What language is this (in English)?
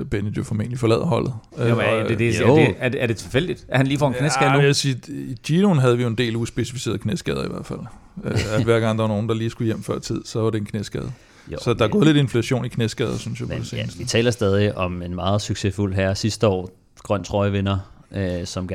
Danish